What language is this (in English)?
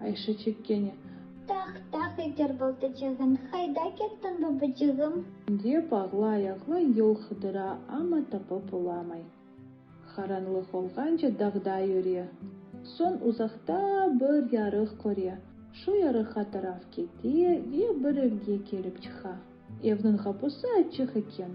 Crimean Tatar